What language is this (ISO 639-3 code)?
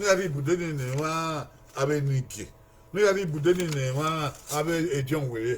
bin